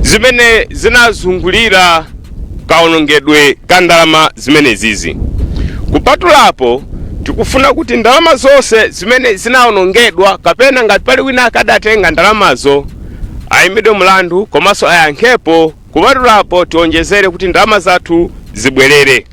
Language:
Nyanja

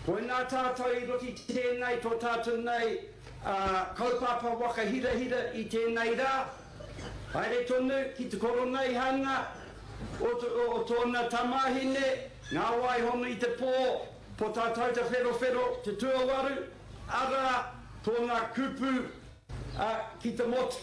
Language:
Māori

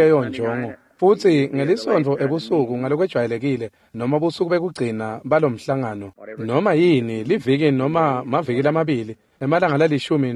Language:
Swati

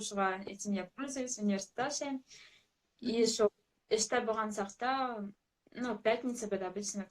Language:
Bashkir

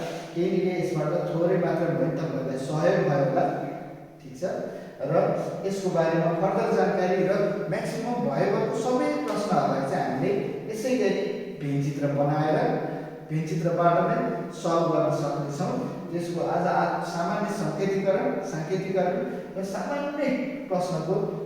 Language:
Nepali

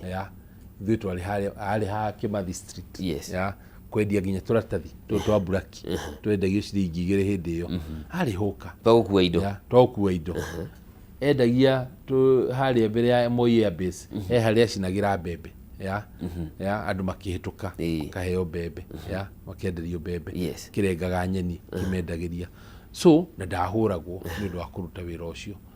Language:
Kikuyu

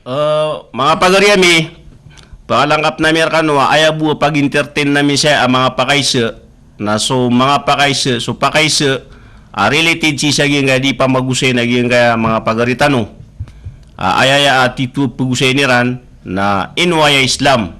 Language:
Maranao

